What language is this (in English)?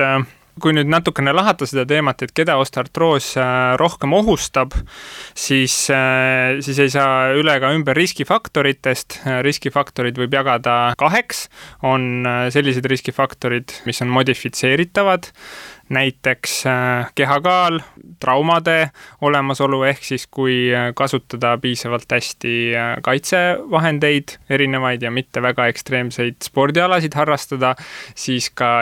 Estonian